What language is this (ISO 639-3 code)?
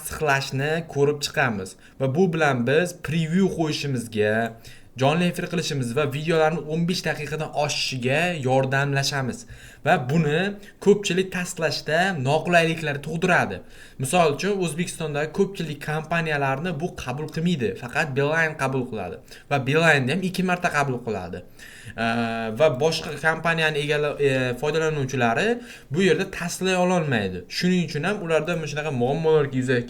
uzb